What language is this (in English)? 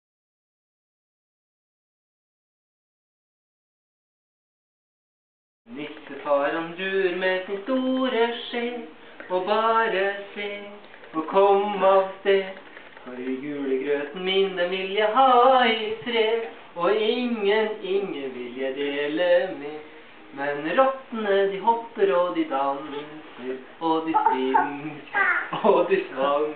Norwegian